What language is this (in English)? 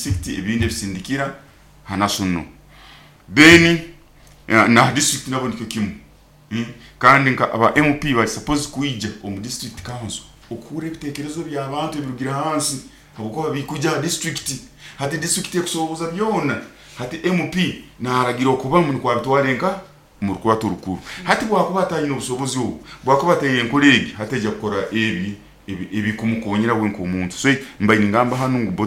Nyoro